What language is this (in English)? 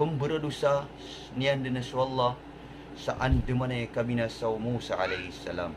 Maranao